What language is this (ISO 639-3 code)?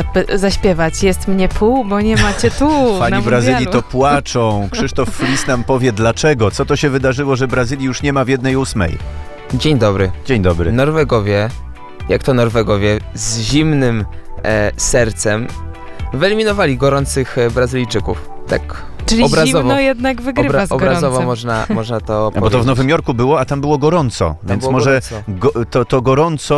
pol